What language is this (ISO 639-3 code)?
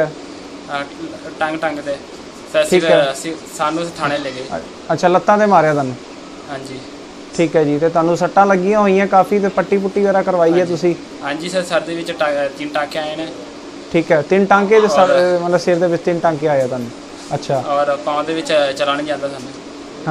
pan